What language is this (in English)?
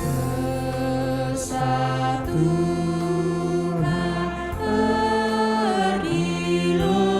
Batak Karo